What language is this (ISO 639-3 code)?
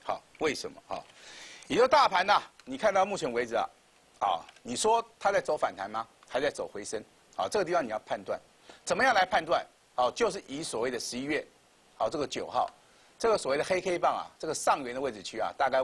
zho